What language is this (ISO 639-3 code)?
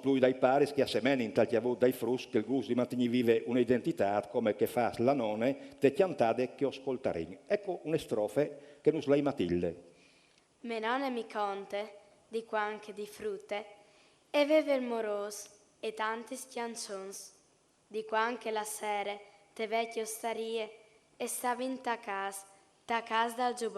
fur